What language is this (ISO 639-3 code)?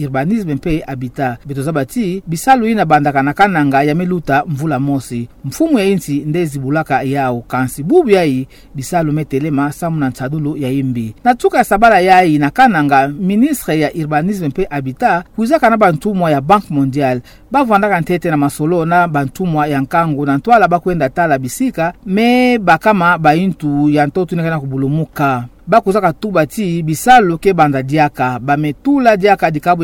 ktu